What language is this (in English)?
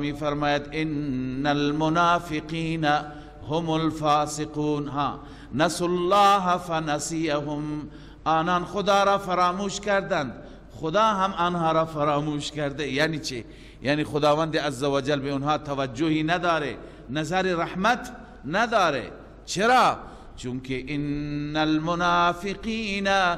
Persian